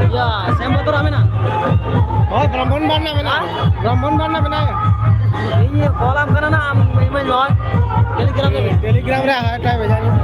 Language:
Santali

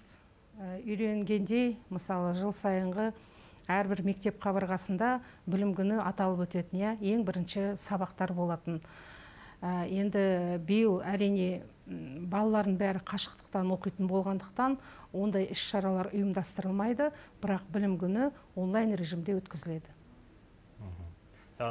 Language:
Kazakh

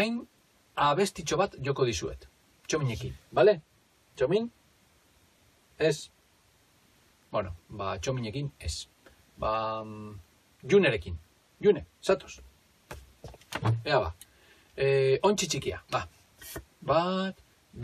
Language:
Basque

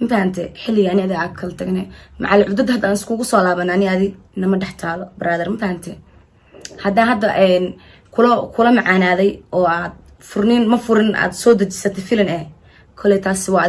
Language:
Somali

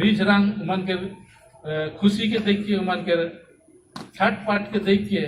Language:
Sadri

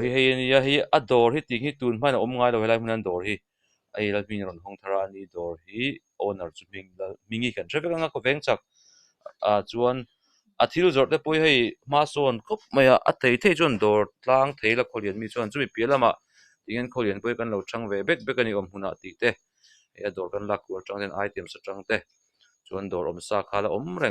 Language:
Mizo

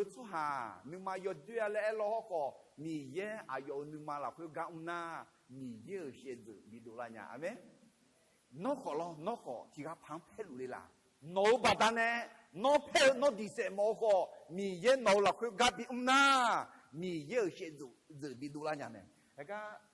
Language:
Akha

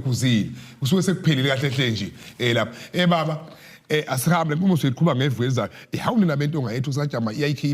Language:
Zulu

